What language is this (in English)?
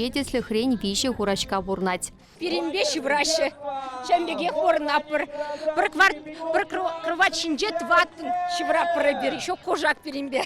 Chuvash